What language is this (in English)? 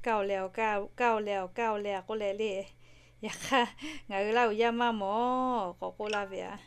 Lahu